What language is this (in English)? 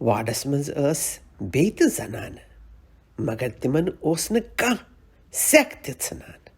Kashmiri